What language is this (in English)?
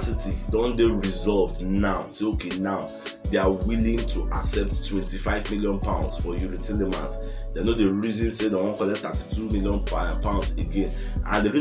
Nigerian Pidgin